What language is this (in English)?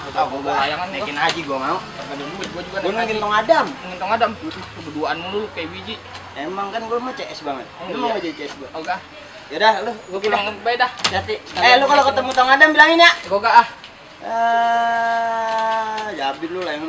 Betawi